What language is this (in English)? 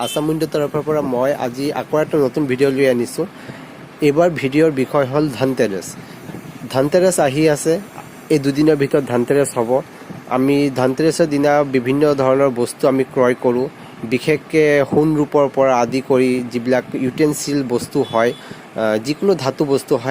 Assamese